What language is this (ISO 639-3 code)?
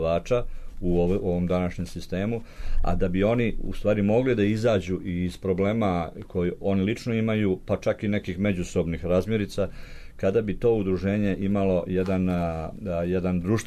srp